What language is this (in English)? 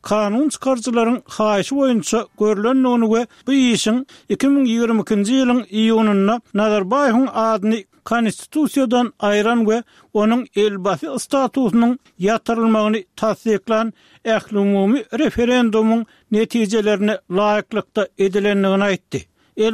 Turkmen